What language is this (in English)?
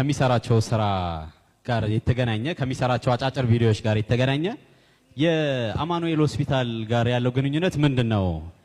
Amharic